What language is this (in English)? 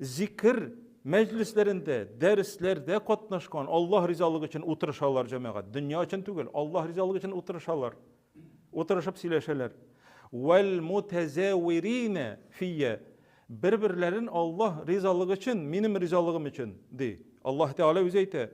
Tatar